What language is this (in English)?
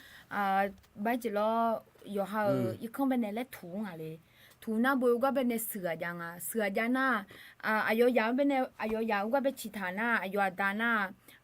Akha